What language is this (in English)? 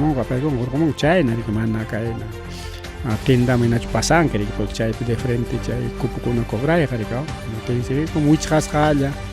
Ayacucho Quechua